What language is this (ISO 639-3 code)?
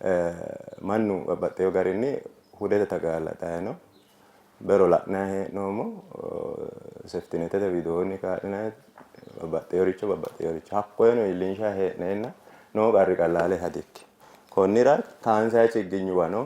sid